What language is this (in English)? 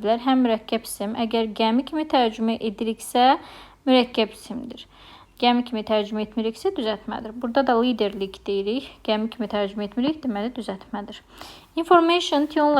Azerbaijani